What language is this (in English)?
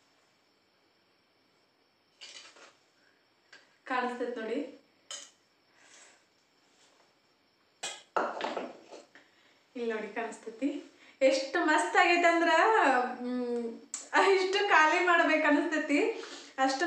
Kannada